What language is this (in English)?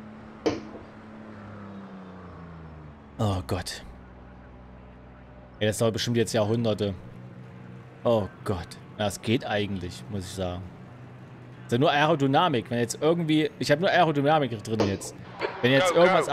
German